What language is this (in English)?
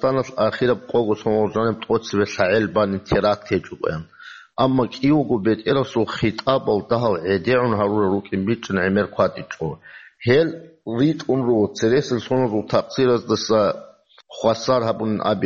Avaric